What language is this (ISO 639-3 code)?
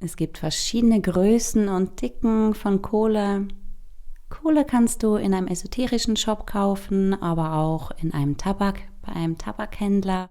gsw